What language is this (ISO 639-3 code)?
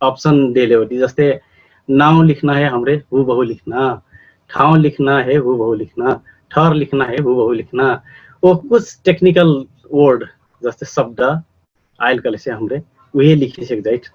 thl